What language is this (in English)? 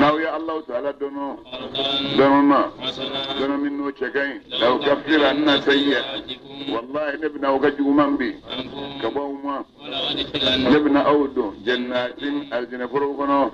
Bambara